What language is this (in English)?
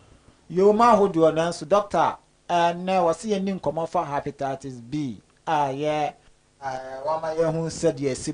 Akan